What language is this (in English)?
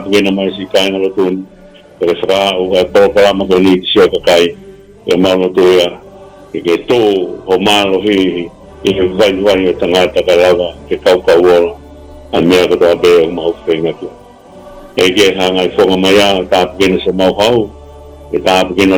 Tongan